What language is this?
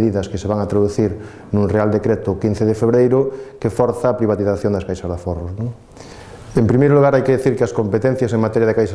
Galician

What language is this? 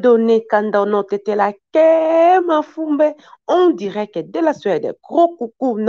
Lingala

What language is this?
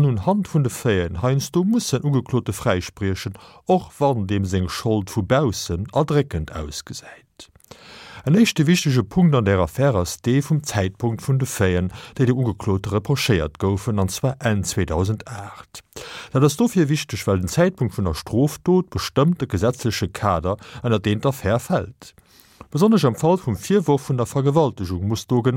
Luxembourgish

